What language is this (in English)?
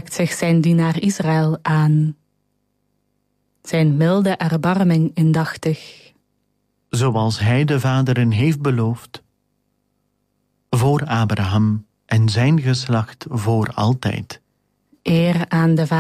Dutch